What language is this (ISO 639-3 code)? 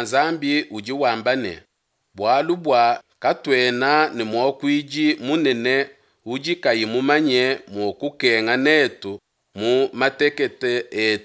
lua